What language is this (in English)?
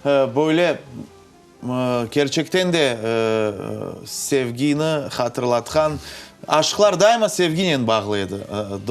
Crimean Tatar